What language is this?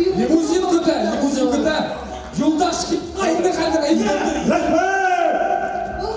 Bashkir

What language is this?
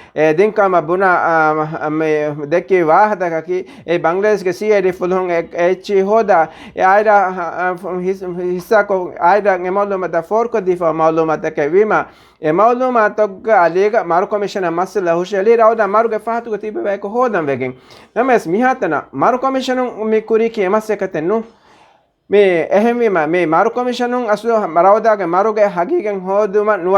Divehi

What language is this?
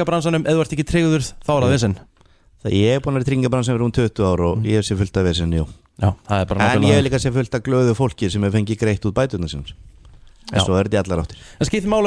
Icelandic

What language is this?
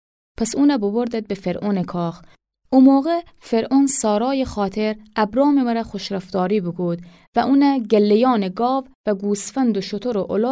Gilaki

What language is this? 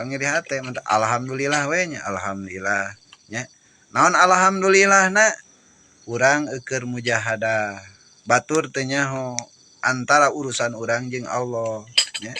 Sundanese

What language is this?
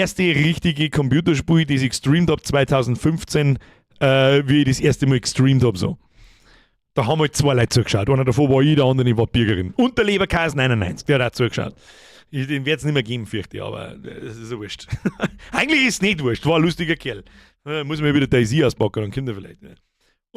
Bavarian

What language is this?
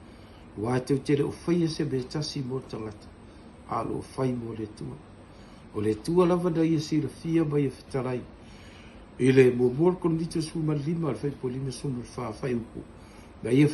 Samoan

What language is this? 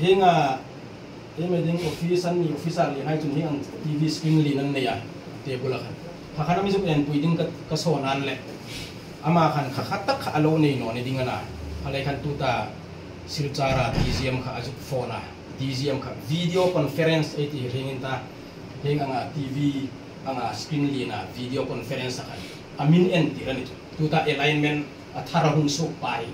Hmar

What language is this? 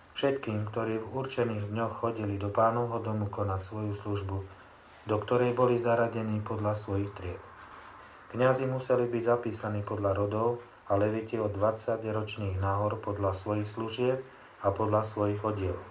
Slovak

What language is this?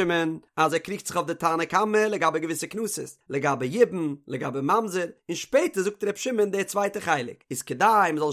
Yiddish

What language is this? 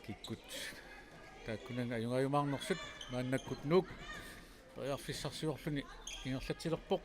Kalaallisut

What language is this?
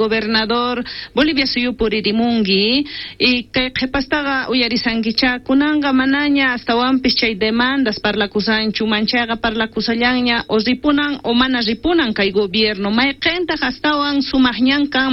South Bolivian Quechua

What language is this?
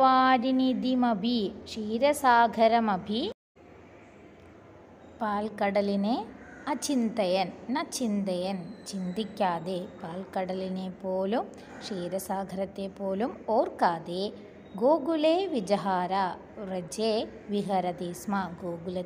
Malayalam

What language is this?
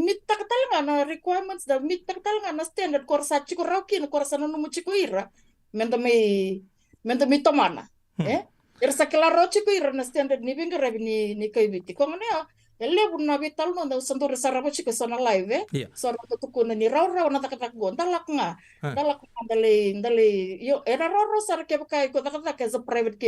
Fijian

